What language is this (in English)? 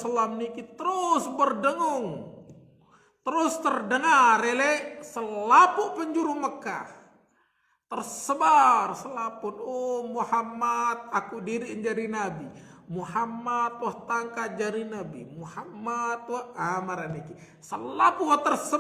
Sasak